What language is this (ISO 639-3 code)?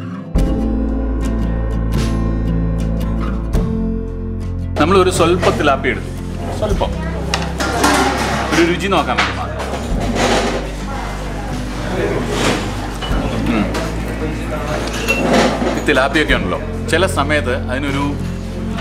mal